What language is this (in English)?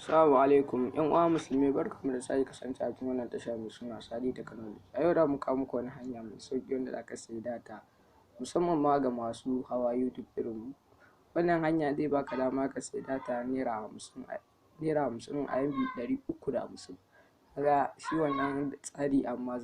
Hausa